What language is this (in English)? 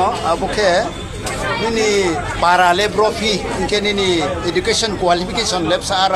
Riang (India)